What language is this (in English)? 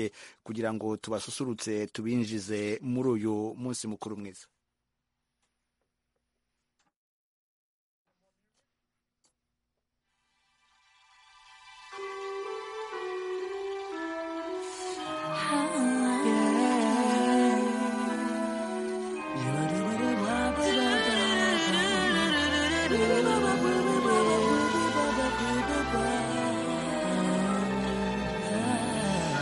Kinyarwanda